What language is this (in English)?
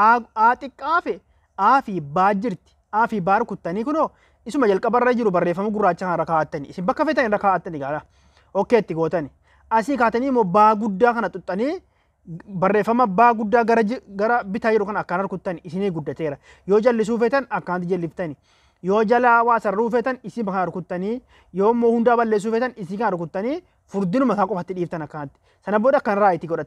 Oromo